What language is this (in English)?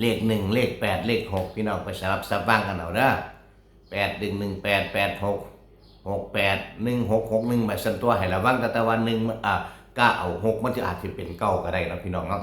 Northeastern Thai